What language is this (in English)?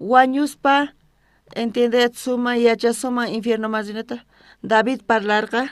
South Bolivian Quechua